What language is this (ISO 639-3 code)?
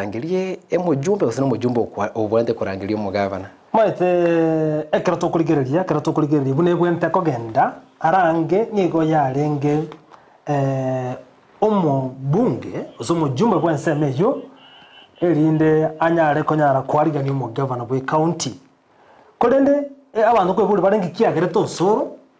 guz